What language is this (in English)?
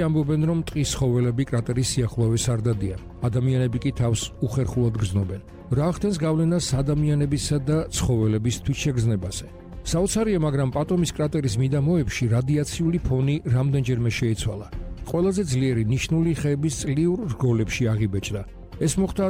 Georgian